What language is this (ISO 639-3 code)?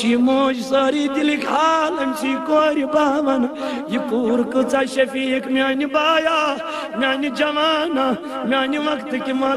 kas